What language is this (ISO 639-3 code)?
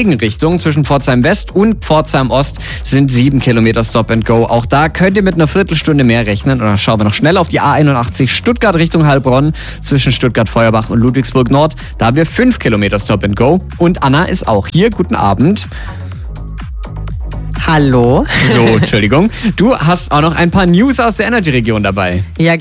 deu